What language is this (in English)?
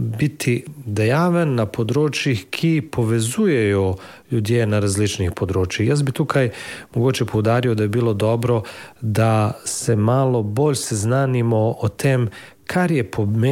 Slovenian